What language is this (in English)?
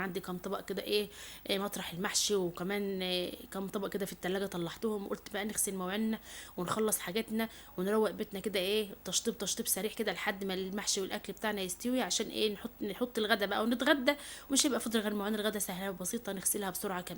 Egyptian Arabic